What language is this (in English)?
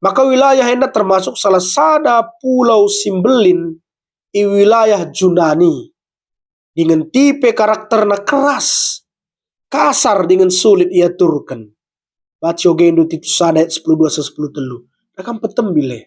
Batak Karo